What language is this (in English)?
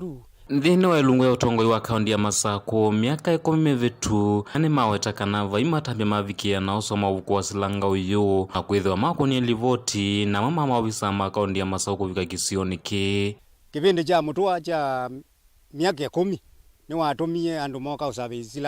Kamba